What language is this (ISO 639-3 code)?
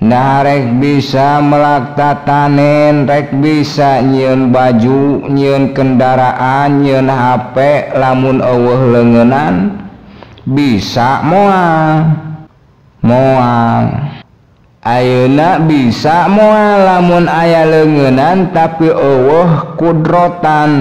sun